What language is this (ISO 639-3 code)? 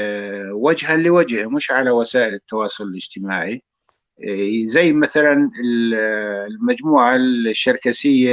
apc